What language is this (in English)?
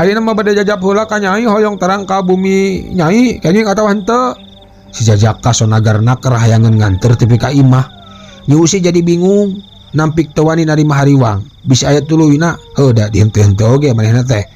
Sundanese